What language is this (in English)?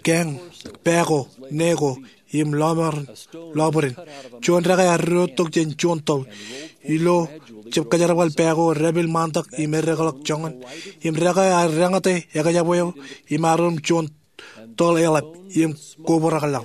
Marshallese